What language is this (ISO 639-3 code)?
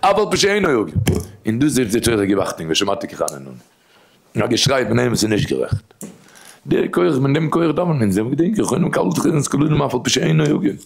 yid